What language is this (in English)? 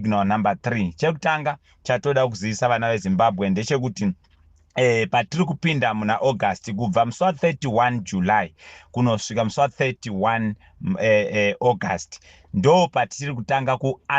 Shona